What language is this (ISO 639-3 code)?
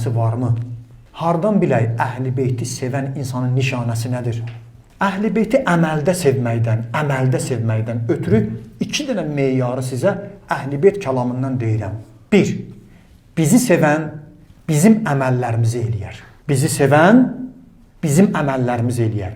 aze